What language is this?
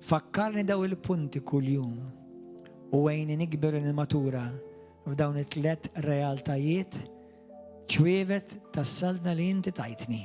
Maltese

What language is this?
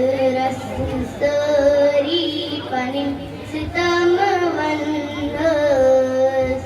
Kashmiri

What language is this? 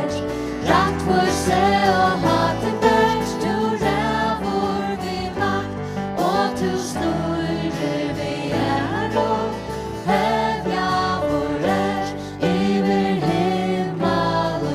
Faroese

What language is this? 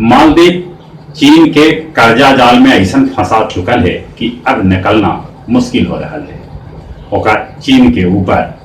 Magahi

